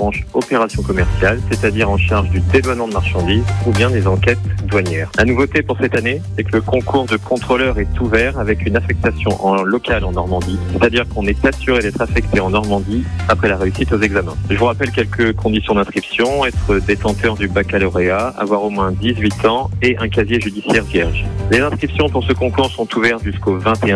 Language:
French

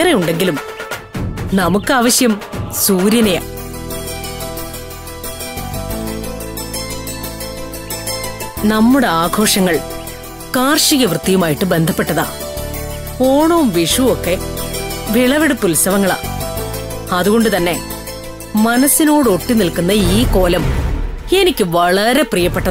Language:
Malayalam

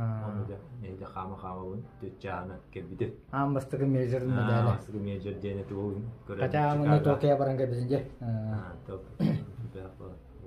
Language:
Yakut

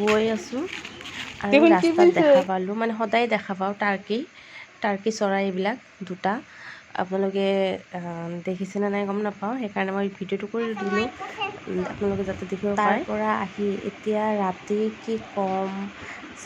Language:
Assamese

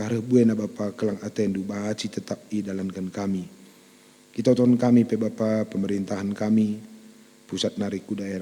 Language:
Batak Karo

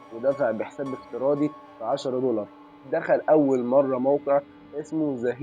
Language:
Egyptian Arabic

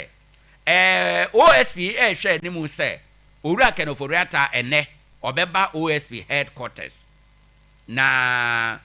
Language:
Akan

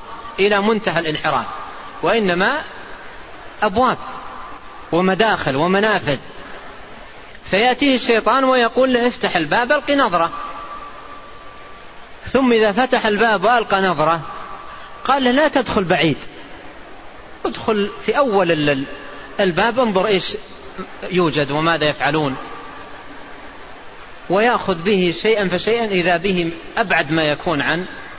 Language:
Arabic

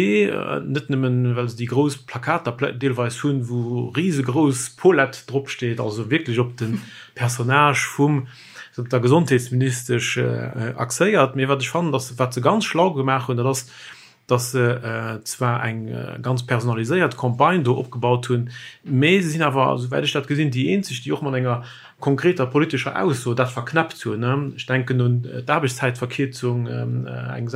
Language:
Luxembourgish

